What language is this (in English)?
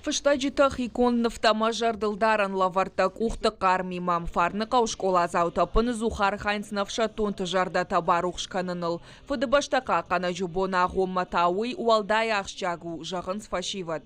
Ossetic